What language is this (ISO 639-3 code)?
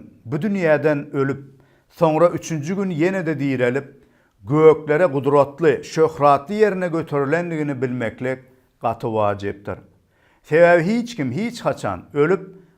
tuk